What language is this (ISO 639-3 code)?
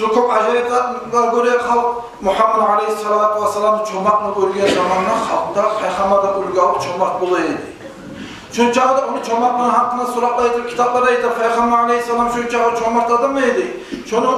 kum